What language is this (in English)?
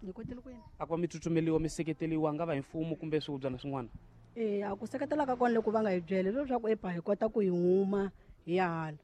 Tsonga